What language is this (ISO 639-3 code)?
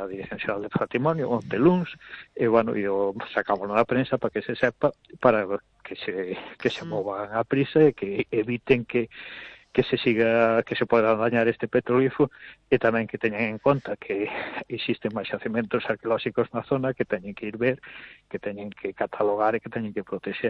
glg